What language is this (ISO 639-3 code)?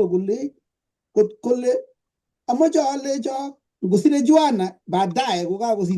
kln